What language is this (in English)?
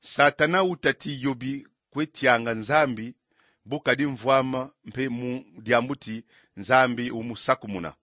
Kongo